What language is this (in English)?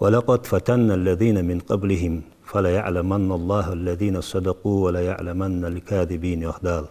Ingush